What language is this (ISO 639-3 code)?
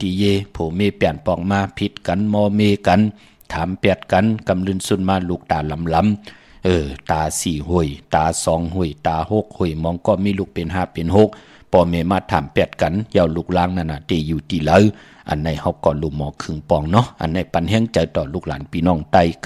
shn